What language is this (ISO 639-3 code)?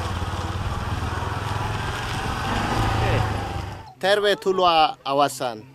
fin